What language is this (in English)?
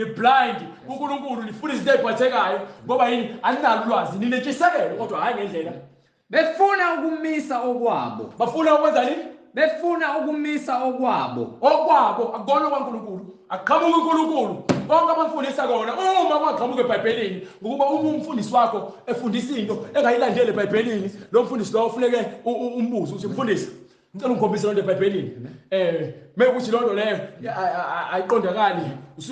Zulu